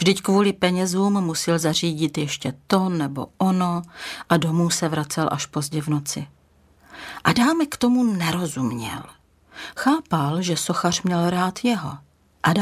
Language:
Czech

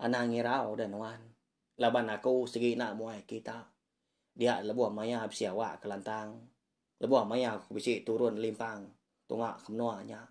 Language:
Iban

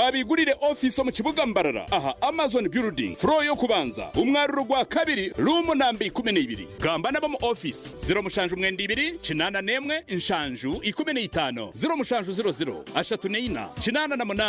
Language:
Nyankole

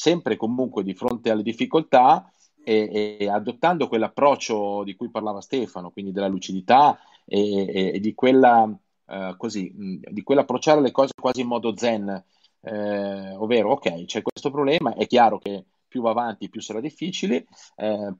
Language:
Italian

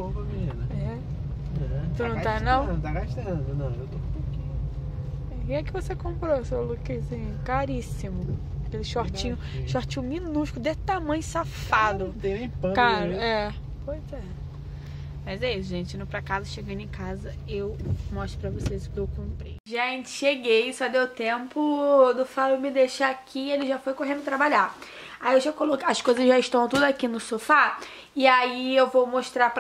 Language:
Portuguese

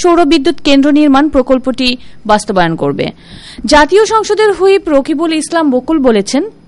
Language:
Bangla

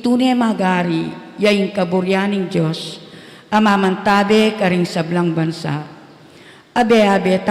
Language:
Pampanga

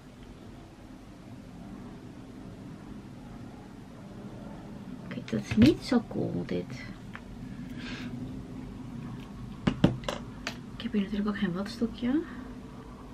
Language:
Dutch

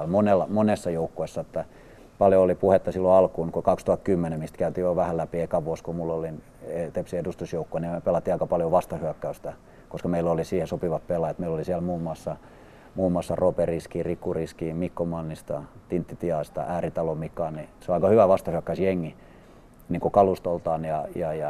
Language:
Finnish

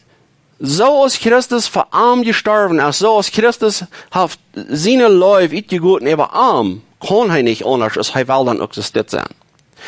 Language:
Plautdietsch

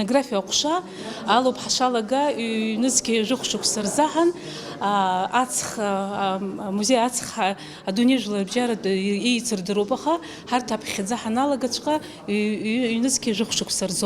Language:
Abkhazian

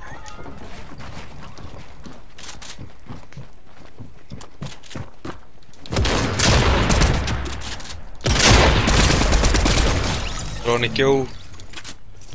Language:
Swedish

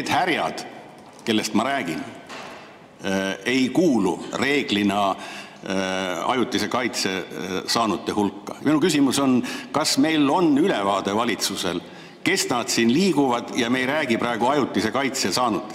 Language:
Estonian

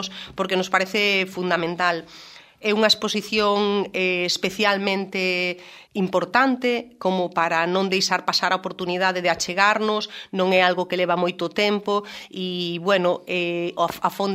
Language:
Galician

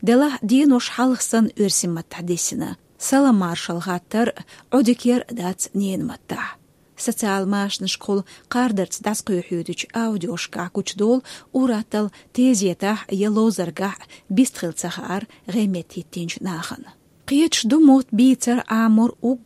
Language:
Chechen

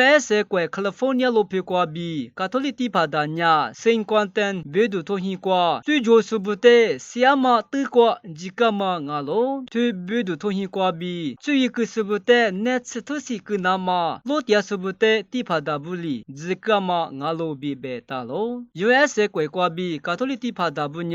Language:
Lisu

